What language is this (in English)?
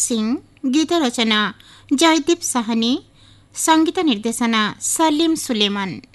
Odia